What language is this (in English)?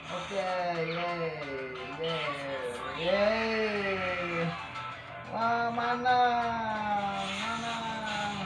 Banjar